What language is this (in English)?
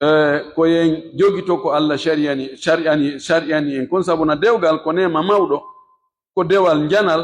Pular